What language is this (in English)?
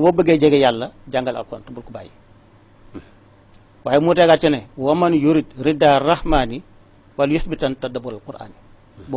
Wolof